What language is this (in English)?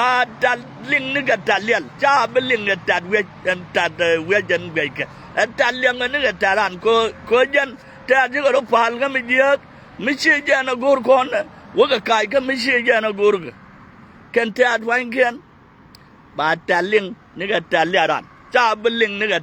Nuer